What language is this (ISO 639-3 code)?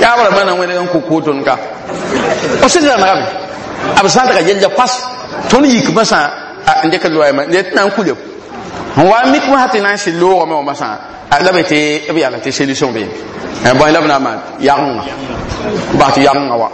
mos